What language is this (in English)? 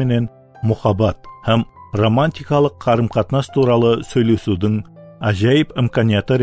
Kara-Kalpak